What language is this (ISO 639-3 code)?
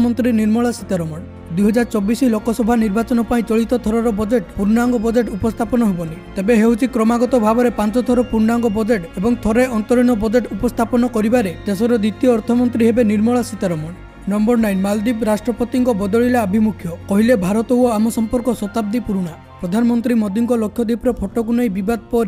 ori